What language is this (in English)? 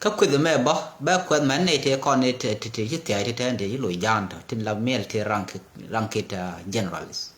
Nuer